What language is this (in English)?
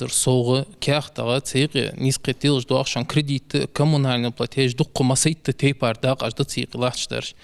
Ingush